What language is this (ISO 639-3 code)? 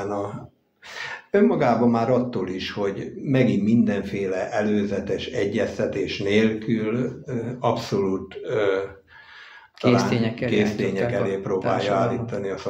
hun